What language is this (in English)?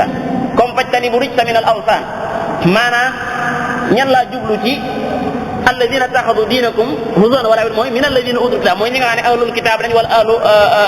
Wolof